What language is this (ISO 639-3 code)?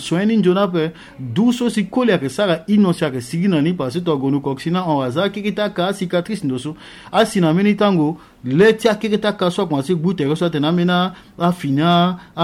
sag